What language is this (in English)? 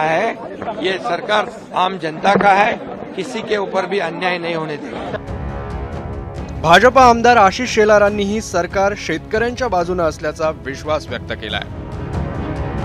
Marathi